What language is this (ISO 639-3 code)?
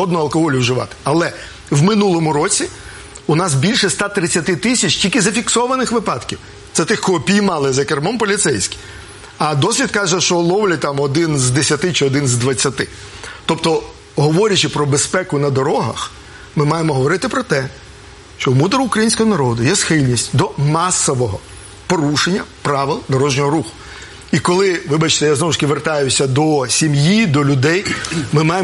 ukr